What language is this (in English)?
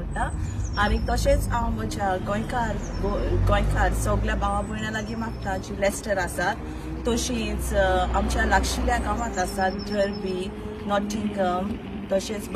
Konkani